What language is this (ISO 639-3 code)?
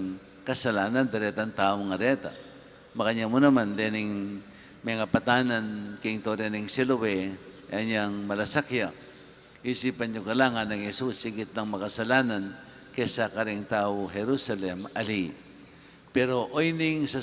pam